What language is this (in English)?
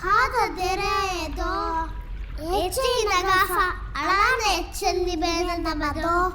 Divehi